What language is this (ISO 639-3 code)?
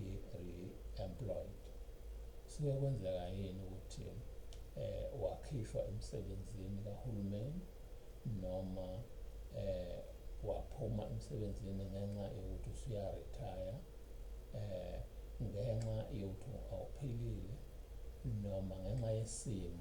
zul